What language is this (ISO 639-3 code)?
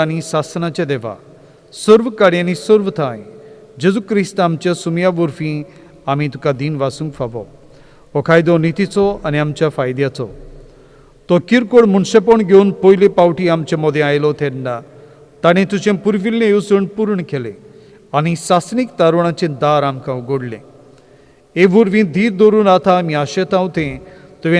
kok